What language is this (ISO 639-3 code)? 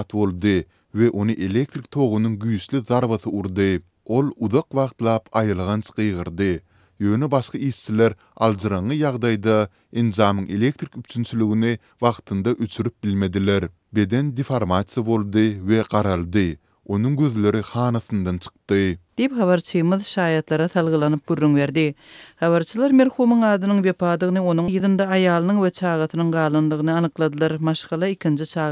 tuk